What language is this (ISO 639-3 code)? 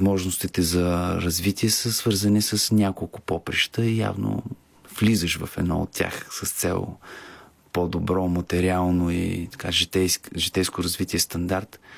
bul